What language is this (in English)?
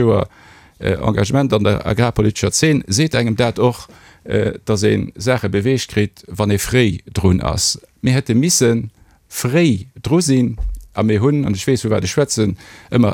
Luxembourgish